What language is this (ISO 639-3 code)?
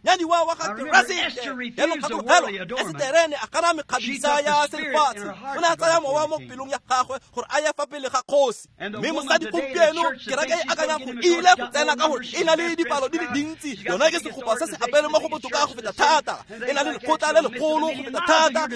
tsn